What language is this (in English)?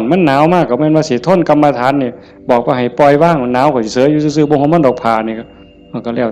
Northeastern Thai